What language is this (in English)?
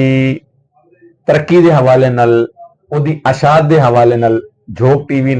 Saraiki